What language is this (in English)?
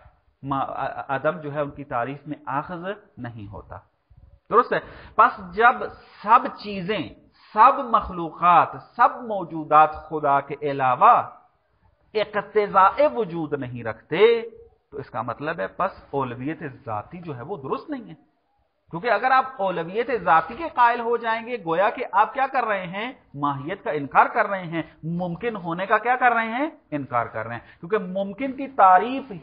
Urdu